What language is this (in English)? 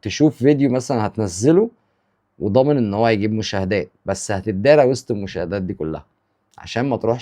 Egyptian Arabic